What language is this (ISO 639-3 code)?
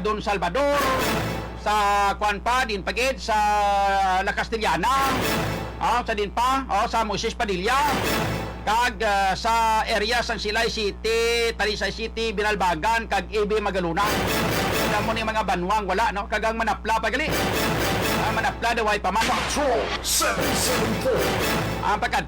hil